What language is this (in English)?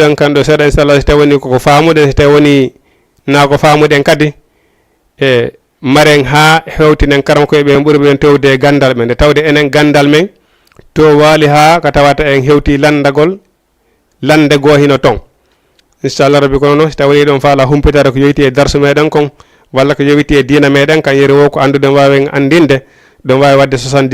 Fula